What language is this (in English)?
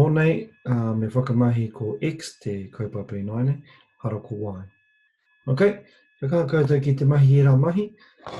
Māori